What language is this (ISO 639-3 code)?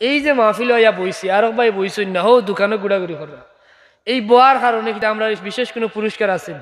syl